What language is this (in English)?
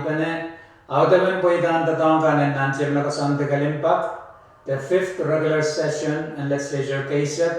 Pohnpeian